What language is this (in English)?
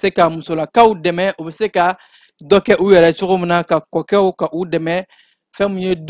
Bambara